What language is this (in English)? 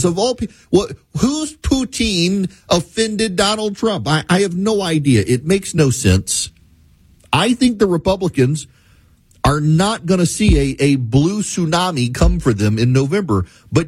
English